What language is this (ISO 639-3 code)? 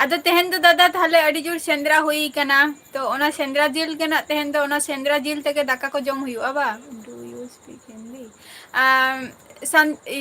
sat